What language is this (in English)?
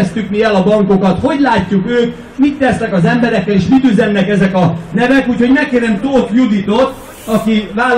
Hungarian